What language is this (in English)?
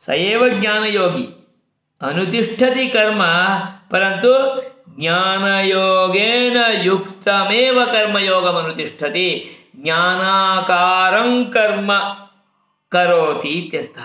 Sanskrit